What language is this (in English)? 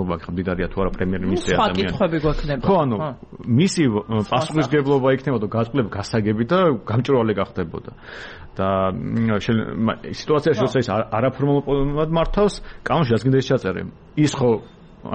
Georgian